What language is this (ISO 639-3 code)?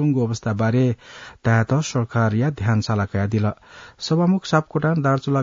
new